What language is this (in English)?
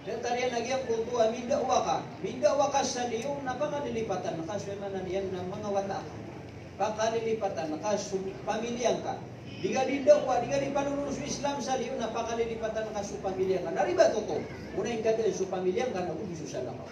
Maranao